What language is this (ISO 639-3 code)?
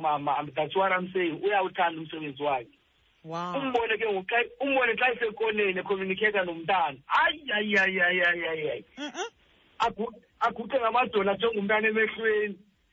xho